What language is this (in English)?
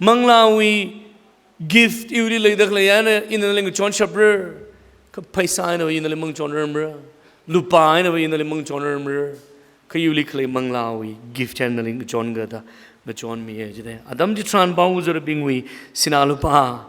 Tangkhul Naga (India)